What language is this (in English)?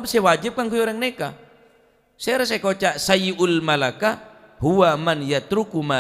Madurese